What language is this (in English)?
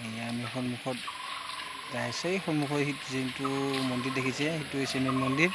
Assamese